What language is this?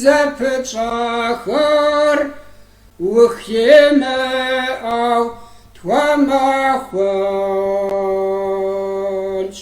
Kabardian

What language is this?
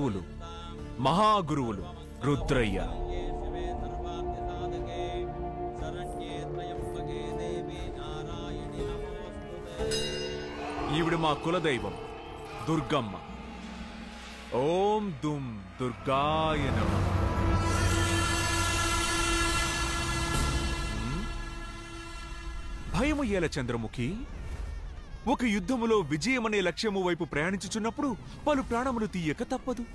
Telugu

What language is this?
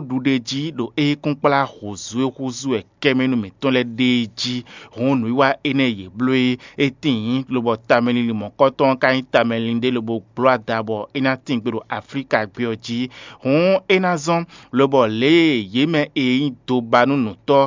Fon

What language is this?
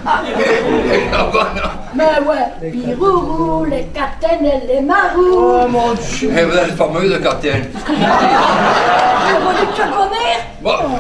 Picard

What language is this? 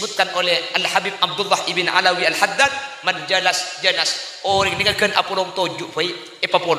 Madurese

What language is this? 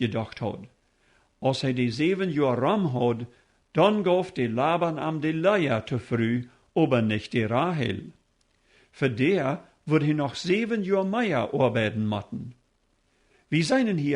Plautdietsch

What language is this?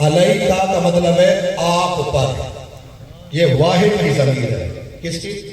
Saraiki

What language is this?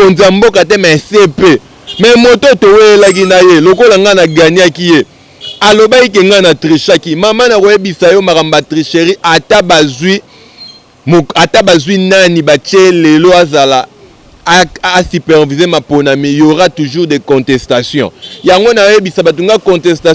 Lingala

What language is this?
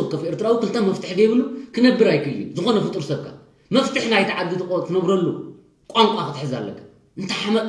Tigrinya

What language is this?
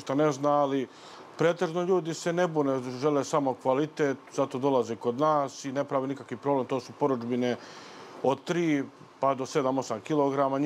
Serbian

